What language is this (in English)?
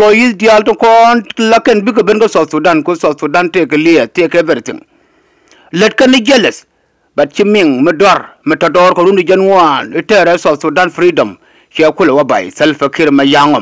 Nuer